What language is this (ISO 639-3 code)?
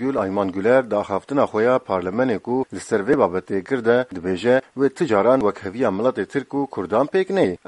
kur